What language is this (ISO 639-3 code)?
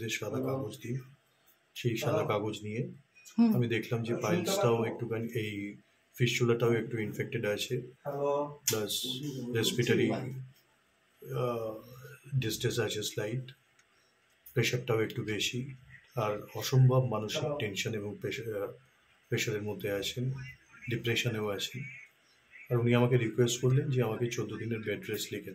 ben